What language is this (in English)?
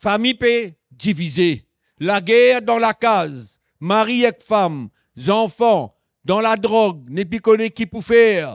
Morisyen